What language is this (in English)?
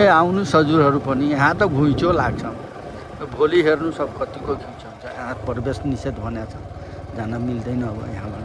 Nepali